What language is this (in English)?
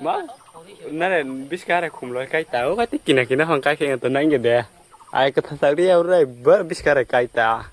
Kok Borok